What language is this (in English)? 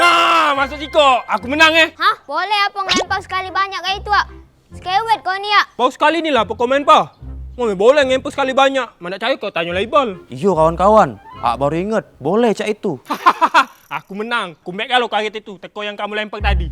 Musi